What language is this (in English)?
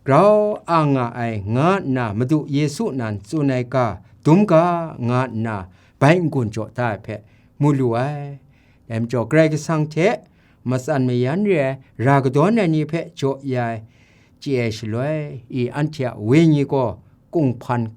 Kachin